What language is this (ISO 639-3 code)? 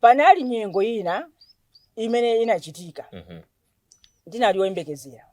nya